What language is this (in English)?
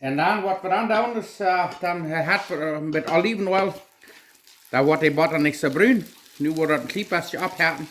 Plautdietsch